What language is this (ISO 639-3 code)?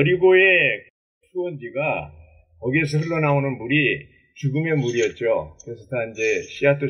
kor